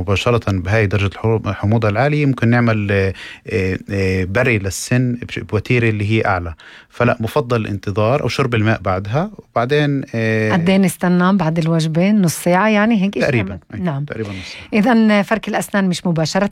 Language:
North Levantine Arabic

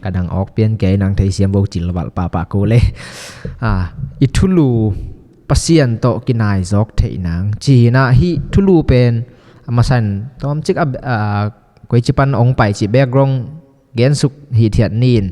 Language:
Tedim Chin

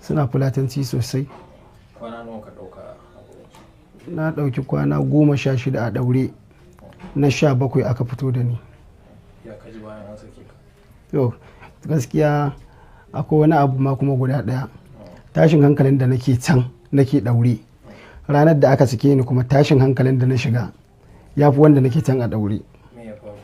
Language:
Hausa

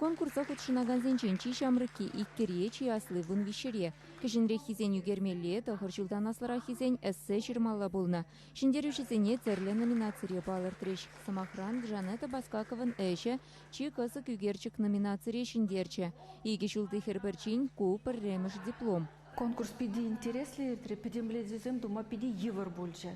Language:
Chuvash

